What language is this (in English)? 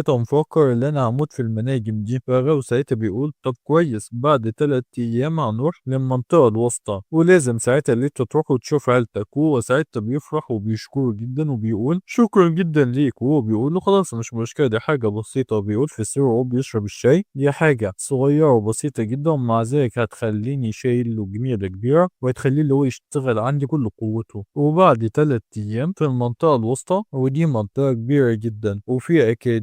Egyptian Arabic